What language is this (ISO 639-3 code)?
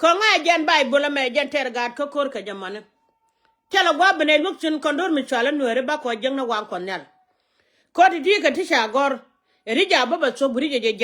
nus